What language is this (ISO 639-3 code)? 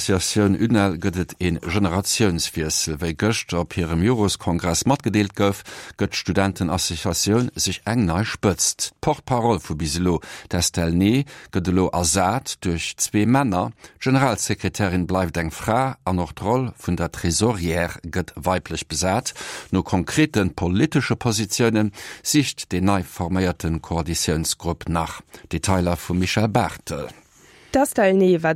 ltz